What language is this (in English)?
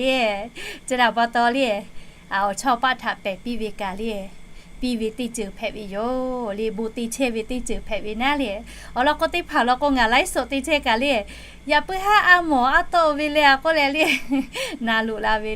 Lahu